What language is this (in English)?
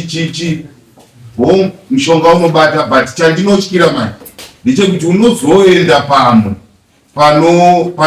Shona